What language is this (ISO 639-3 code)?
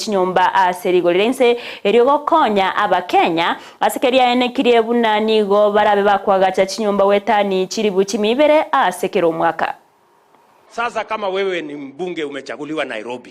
guz